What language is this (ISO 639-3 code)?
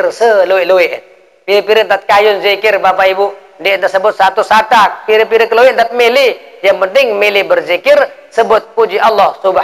sas